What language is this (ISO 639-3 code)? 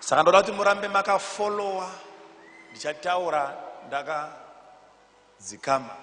sna